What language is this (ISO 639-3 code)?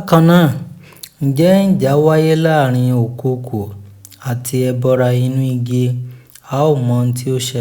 yor